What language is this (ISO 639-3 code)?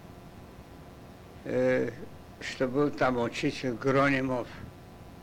rus